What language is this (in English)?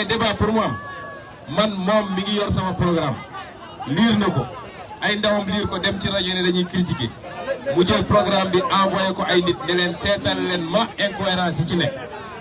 Wolof